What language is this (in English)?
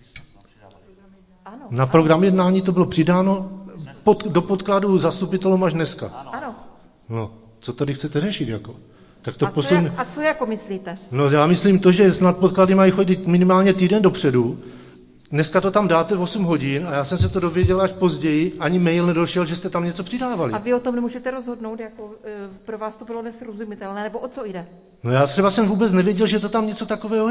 Czech